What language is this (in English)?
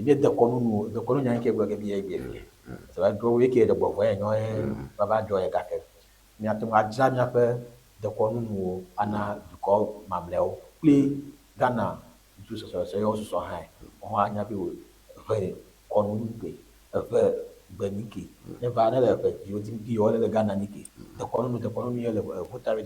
Ewe